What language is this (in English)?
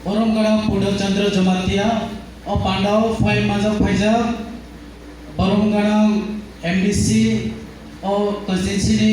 Kok Borok